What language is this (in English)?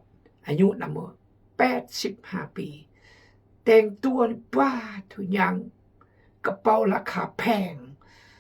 Khmu